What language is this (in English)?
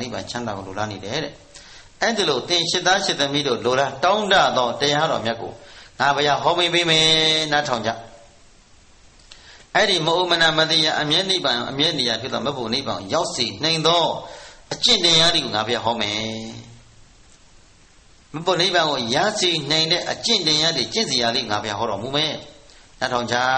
Burmese